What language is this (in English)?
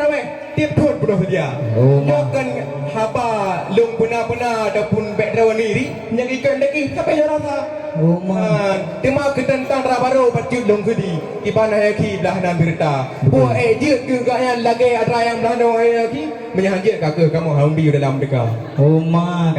Achinese